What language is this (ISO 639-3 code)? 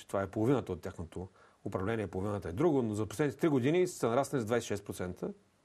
bul